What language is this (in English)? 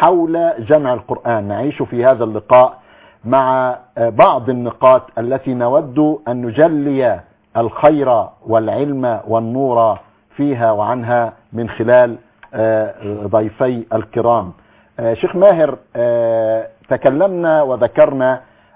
Arabic